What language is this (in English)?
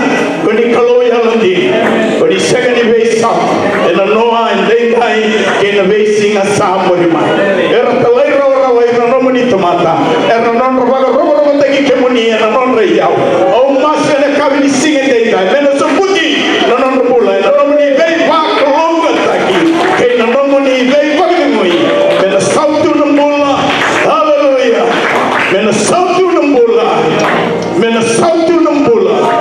Fijian